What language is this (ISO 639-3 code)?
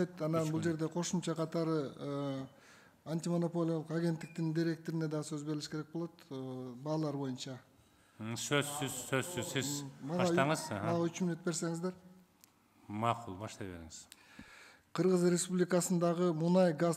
kir